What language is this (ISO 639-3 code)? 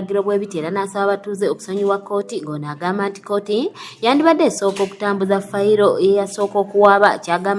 lug